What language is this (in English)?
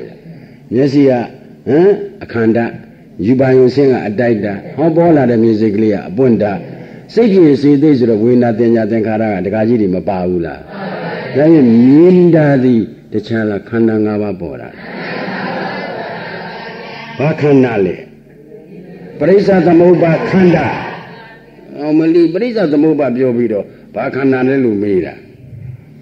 Burmese